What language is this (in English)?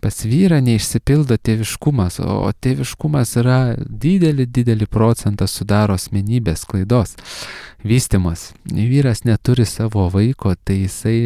Lithuanian